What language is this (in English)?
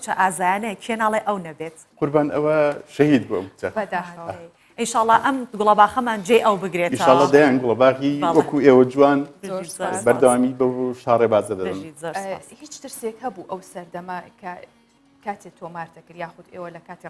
Central Kurdish